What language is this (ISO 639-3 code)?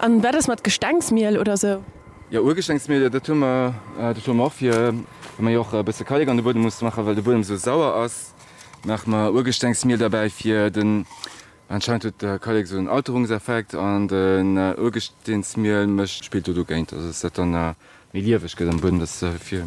ltz